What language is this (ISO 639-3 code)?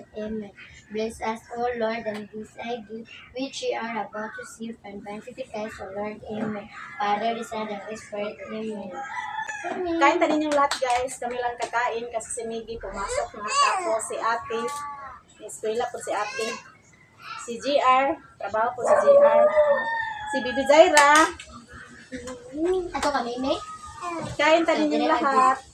fil